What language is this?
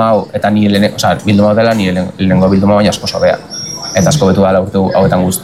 Basque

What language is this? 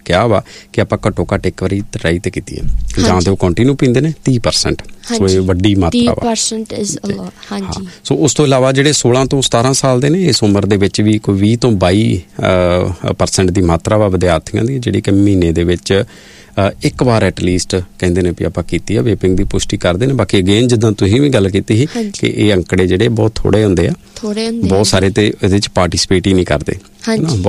Punjabi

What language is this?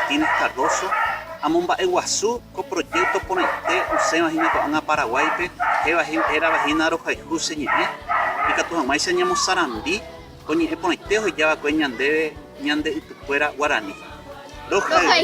Guarani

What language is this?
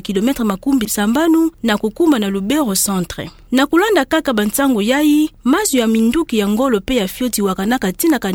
Kituba (Democratic Republic of Congo)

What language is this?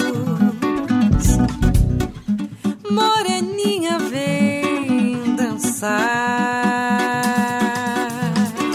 Portuguese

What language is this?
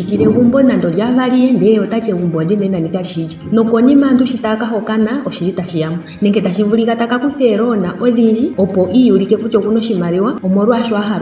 Ndonga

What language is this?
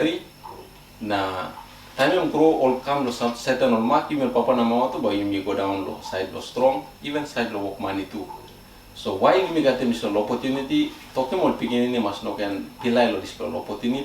Tok Pisin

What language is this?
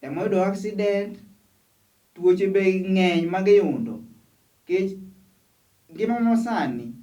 Luo (Kenya and Tanzania)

